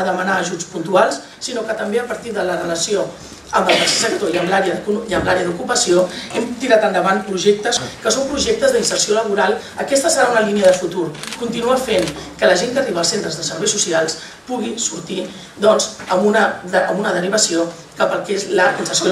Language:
Catalan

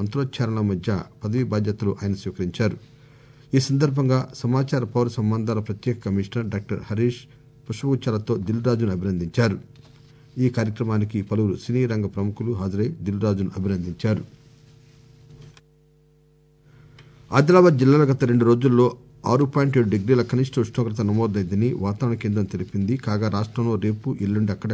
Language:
Telugu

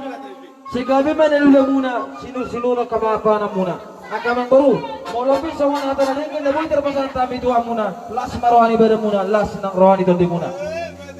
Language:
Batak Toba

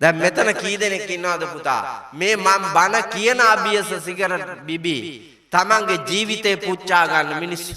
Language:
Sinhala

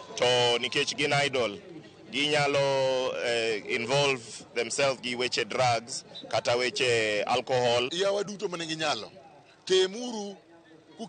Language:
Luo (Kenya and Tanzania)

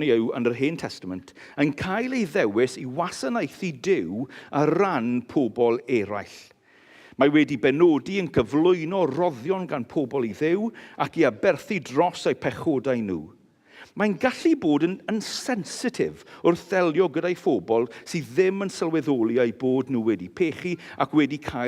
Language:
Welsh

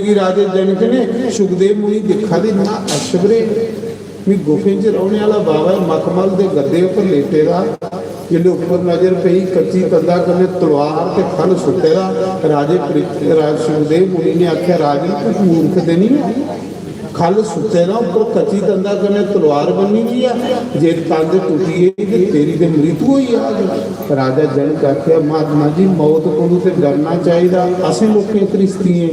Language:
Dogri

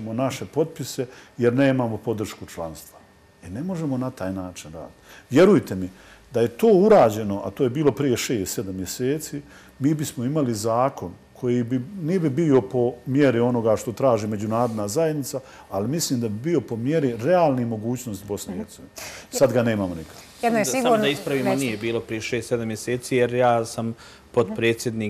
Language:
Bosnian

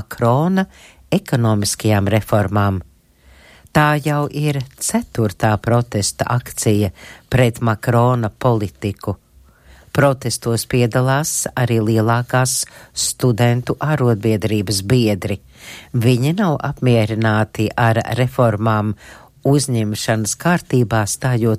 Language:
Latvian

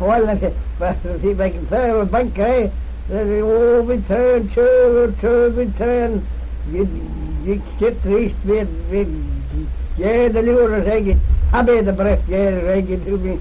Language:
Manx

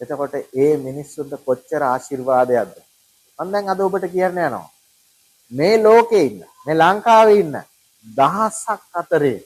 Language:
Sinhala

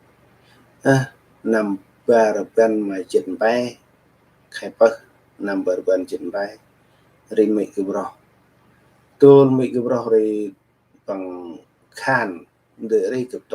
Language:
Central Mnong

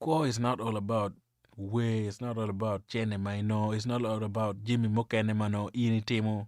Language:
Acoli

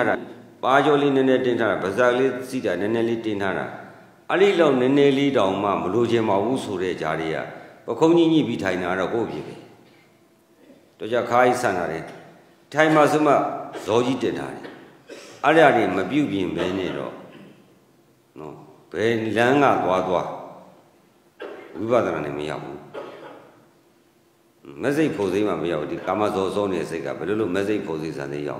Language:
Burmese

